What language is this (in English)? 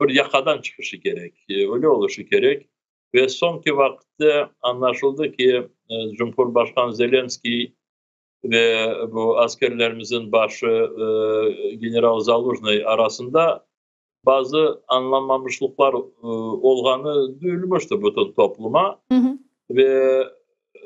Crimean Tatar